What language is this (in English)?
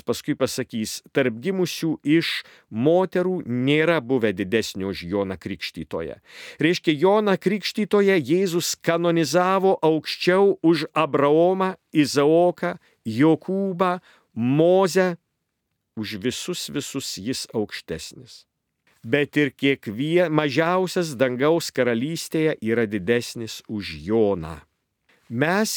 Lithuanian